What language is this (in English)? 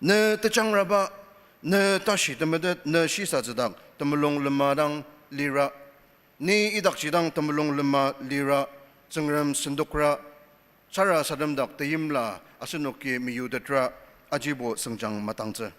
Ao Naga